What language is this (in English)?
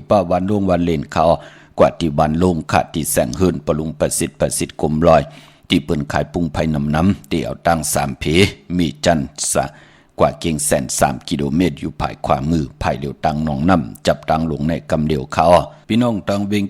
Shan